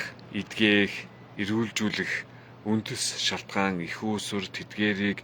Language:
Mongolian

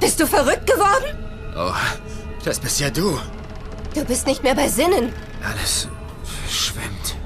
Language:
Bavarian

